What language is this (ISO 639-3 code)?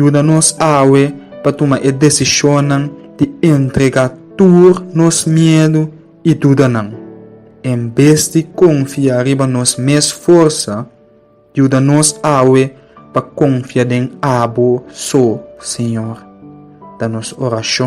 pap